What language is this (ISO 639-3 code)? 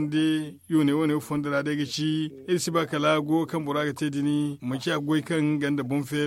dje